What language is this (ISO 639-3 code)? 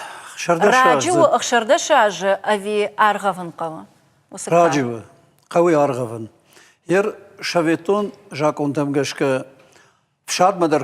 oss